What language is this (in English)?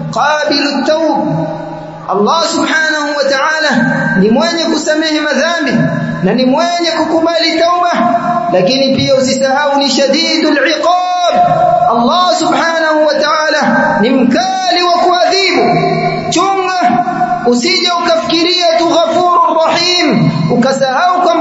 Swahili